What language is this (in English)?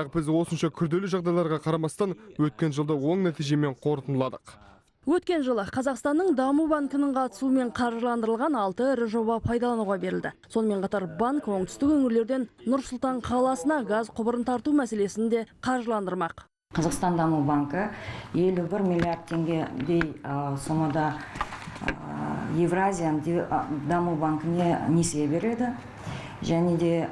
Kazakh